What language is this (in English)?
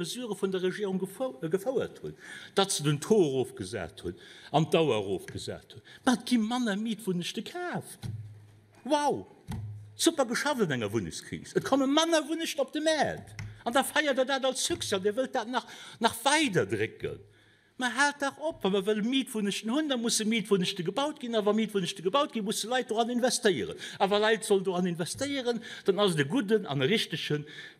Luxembourgish